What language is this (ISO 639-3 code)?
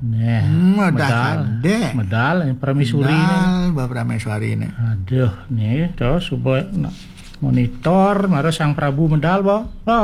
ban